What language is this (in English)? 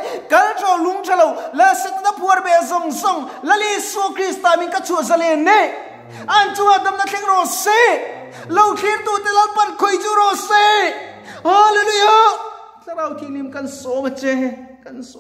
Mizo